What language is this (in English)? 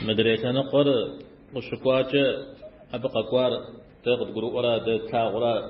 Kabardian